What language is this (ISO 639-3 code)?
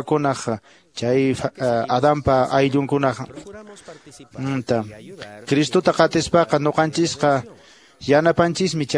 que